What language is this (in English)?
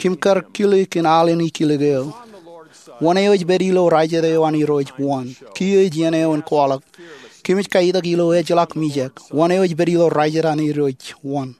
Marshallese